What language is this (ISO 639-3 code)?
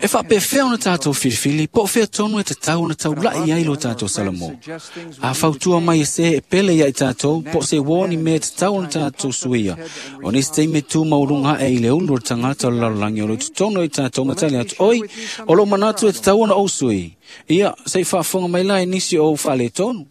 smo